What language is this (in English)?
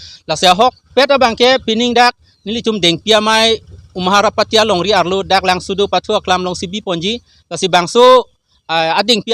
Karbi